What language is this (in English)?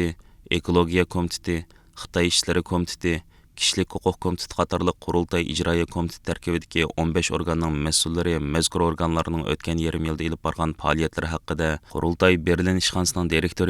Uyghur